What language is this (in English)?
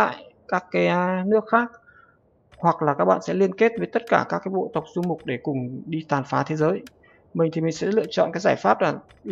Vietnamese